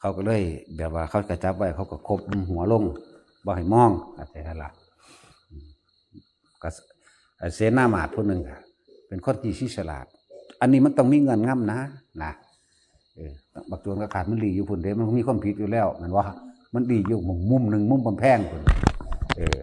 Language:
Northeastern Thai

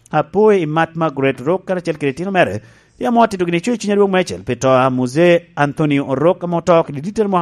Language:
Lango (Uganda)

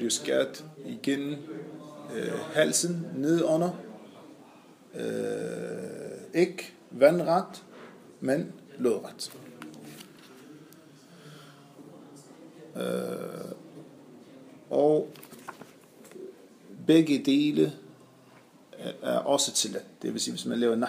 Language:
Danish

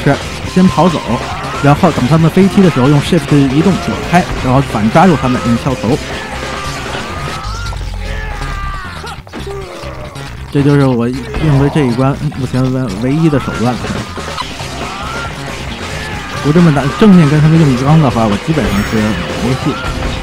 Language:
Chinese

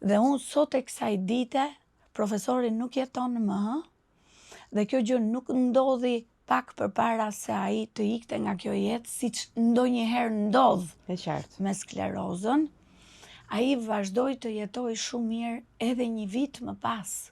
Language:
Albanian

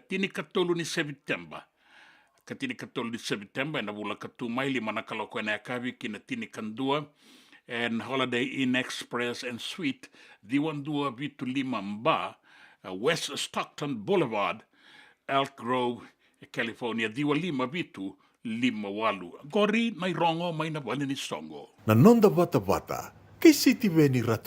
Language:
Fijian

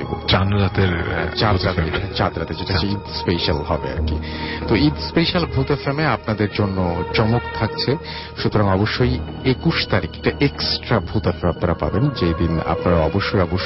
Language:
Bangla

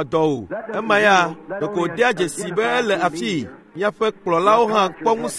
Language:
Ewe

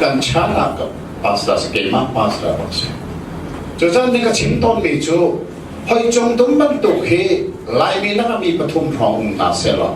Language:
Hakha Chin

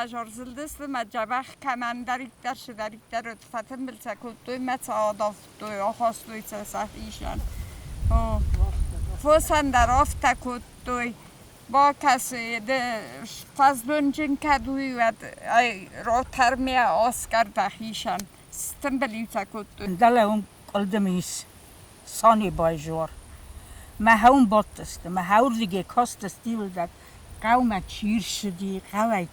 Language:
Ossetic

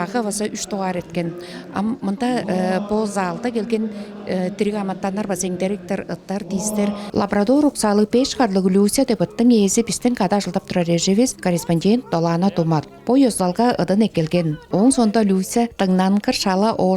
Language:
Tuvinian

